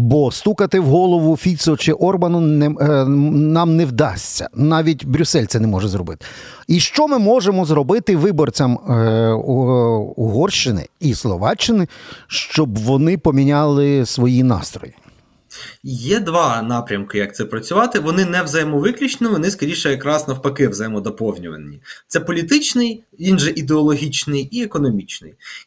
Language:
Ukrainian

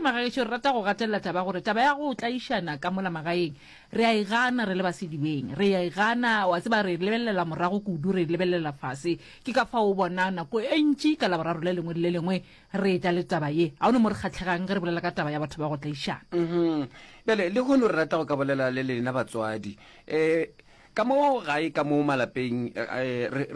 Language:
Northern Sotho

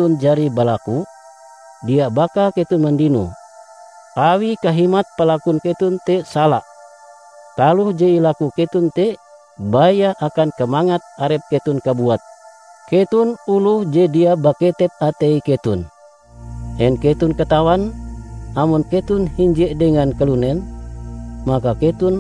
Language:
Ngaju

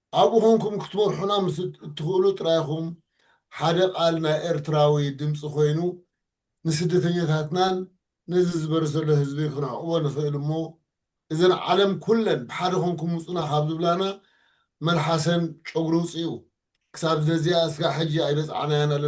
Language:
Tigrinya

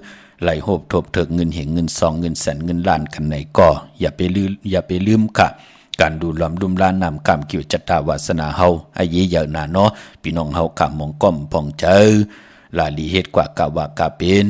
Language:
Shan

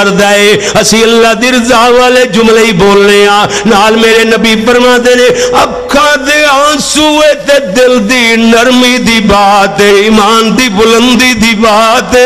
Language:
Western Panjabi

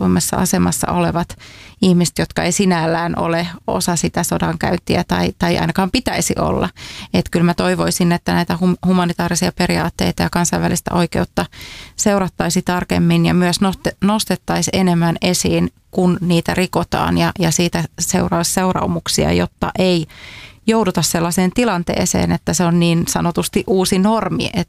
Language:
Finnish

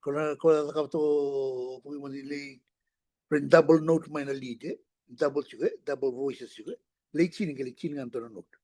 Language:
Fijian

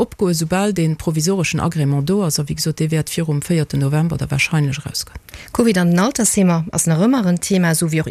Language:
Luxembourgish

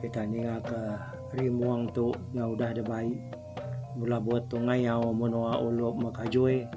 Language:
Iban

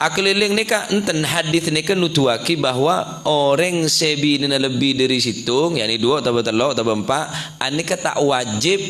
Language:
Madurese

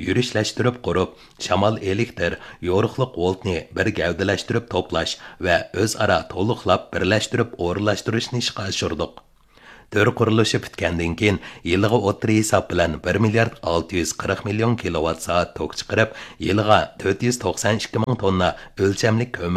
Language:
Uyghur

